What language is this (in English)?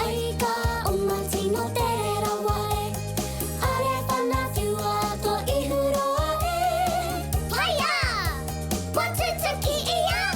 Māori